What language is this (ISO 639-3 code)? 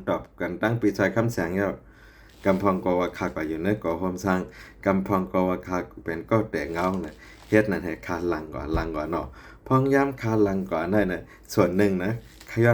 shn